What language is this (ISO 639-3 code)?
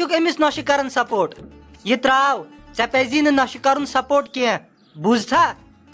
kas